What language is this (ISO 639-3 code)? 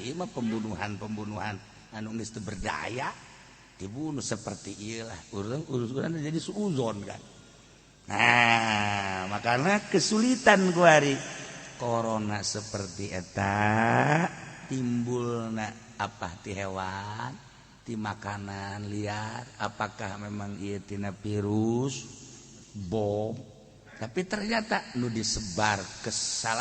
sun